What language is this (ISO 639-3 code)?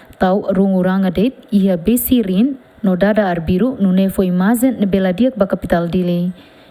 tet